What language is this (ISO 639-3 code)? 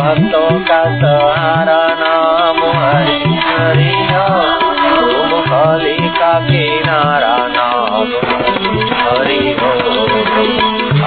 hin